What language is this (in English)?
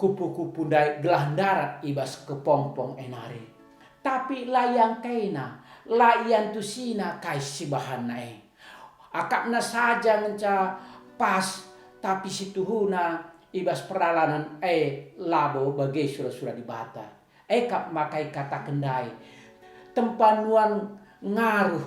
Batak Karo